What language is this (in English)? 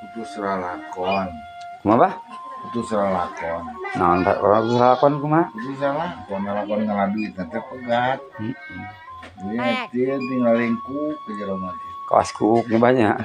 Sundanese